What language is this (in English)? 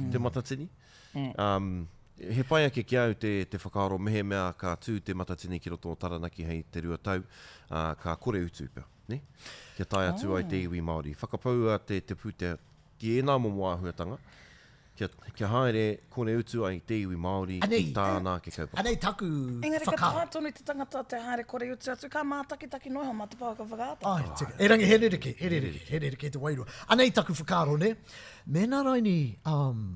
Māori